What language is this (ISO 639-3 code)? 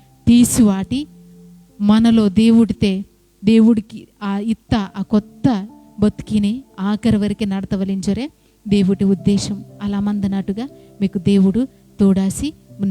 kff